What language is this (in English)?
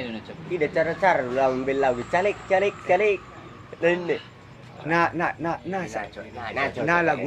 Batak Angkola